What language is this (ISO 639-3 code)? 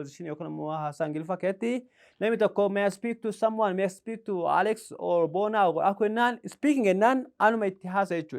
orm